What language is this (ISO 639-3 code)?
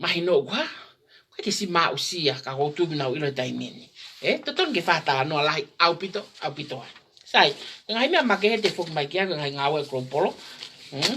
ton